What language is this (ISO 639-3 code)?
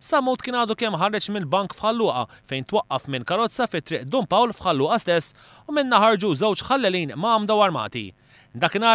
mlt